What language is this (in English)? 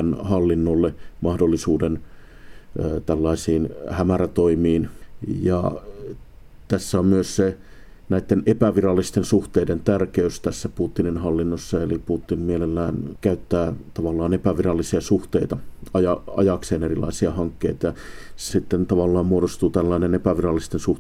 Finnish